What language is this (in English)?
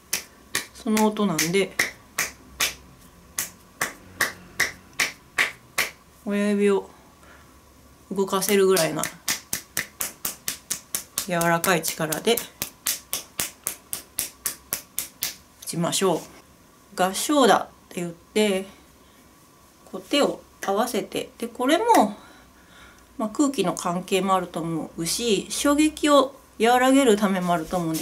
Japanese